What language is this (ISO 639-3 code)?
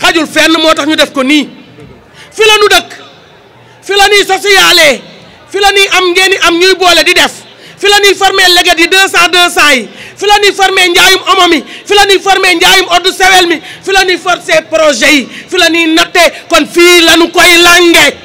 wol